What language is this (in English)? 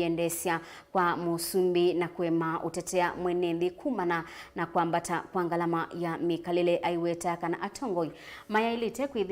Kamba